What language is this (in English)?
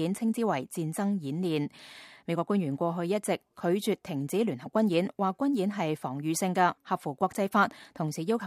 Cantonese